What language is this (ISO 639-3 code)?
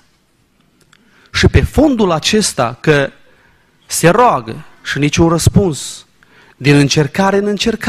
ron